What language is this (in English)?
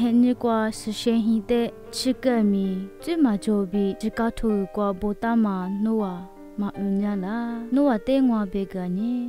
Lisu